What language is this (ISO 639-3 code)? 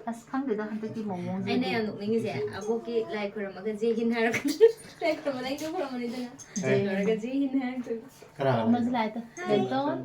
mni